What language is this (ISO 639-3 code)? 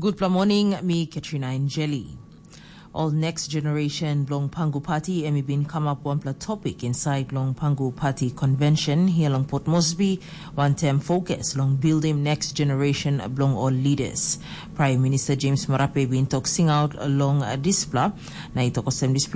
tpi